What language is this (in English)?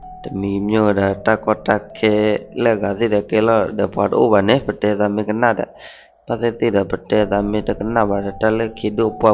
S'gaw Karen